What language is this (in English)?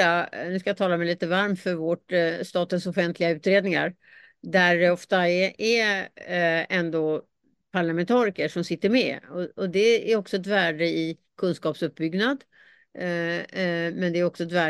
Swedish